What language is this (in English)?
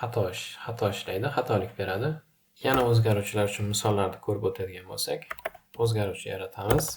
Uzbek